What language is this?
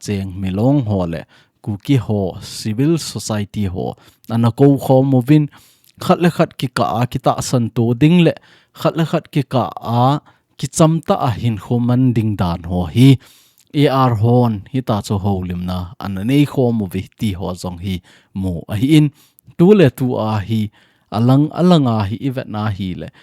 Thado Chin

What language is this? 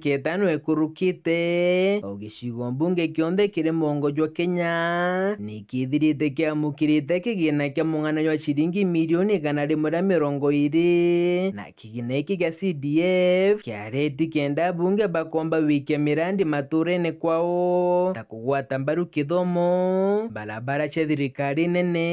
Meru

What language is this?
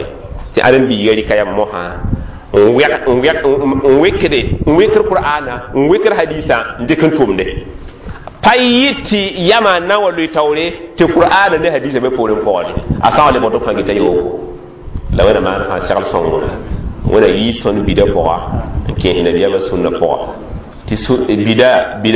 Mossi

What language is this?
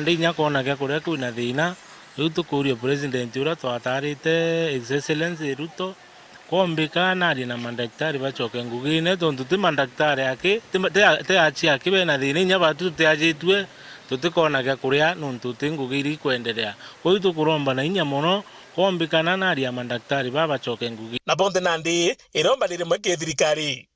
Meru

